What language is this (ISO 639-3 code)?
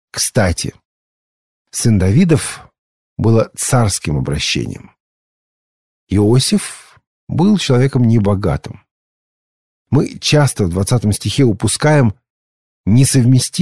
rus